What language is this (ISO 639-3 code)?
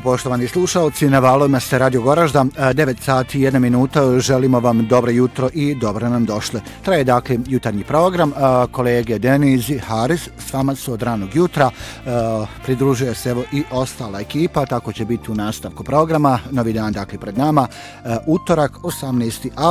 bos